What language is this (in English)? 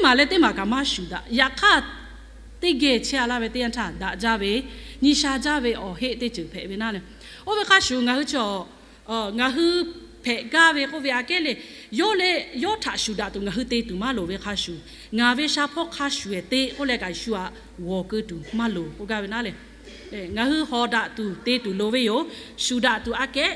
Lahu